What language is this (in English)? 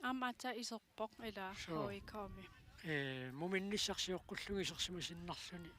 Kalaallisut